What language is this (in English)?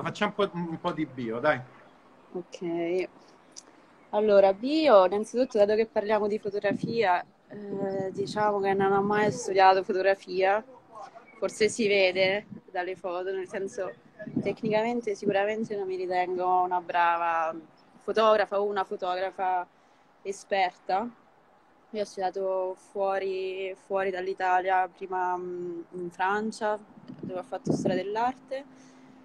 Italian